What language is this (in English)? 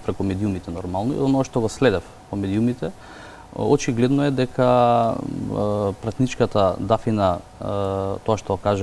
Macedonian